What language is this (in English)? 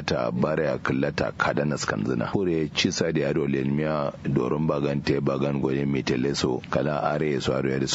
Kanuri